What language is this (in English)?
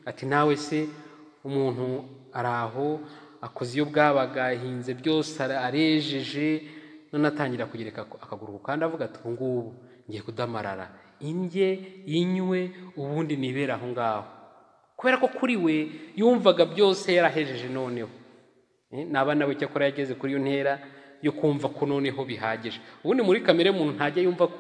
Kinyarwanda